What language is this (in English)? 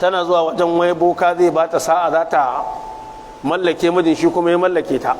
Hausa